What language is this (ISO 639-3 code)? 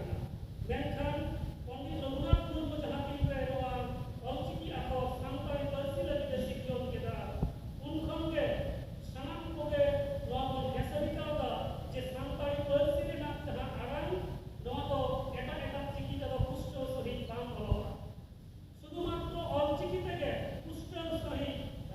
sat